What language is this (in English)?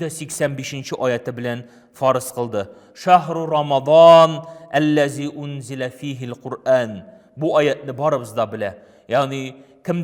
Tatar